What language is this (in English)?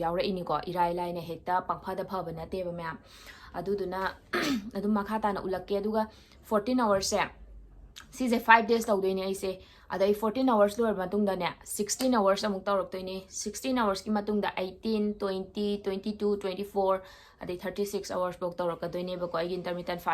Manipuri